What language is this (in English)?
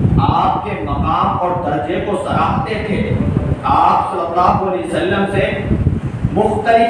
Urdu